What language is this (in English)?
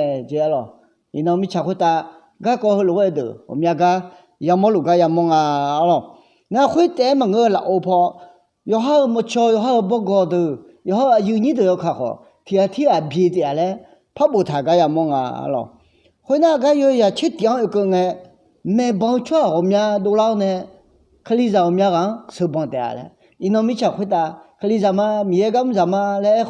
Akha